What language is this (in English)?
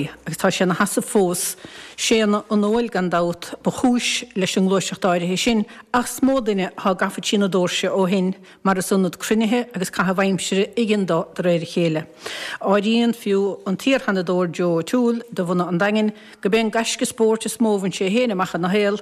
Irish